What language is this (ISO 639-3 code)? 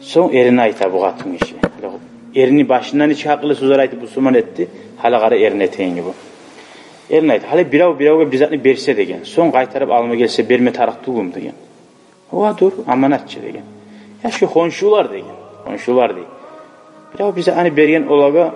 kum